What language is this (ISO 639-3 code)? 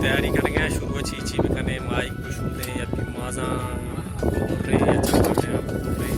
bal